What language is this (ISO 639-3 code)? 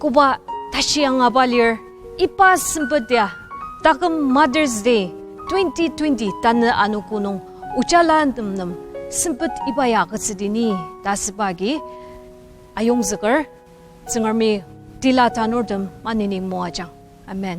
njo